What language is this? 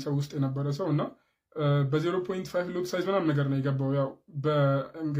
Amharic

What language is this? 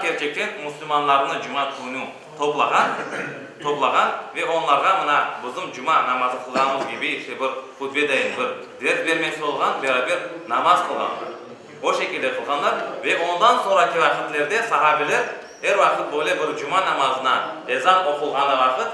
Crimean Tatar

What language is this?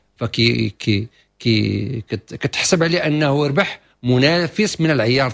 Moroccan Arabic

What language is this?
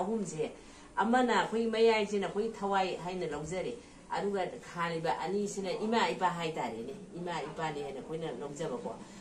Manipuri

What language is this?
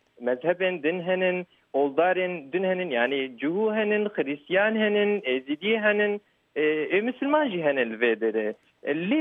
Kurdish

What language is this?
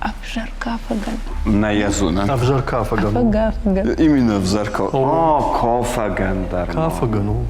Ossetic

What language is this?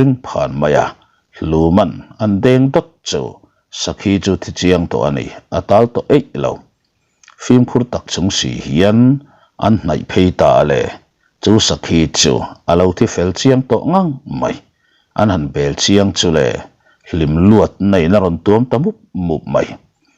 Mizo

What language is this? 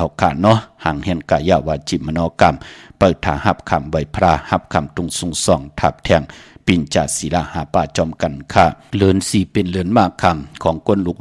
Shan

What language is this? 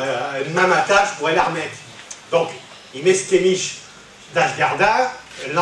Picard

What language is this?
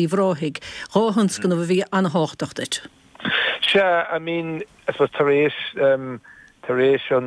Irish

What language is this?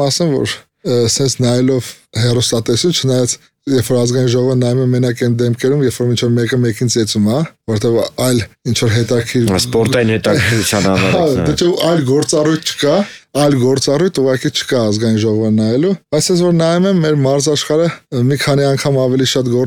Armenian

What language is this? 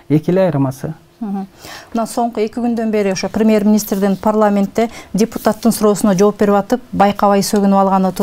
Kyrgyz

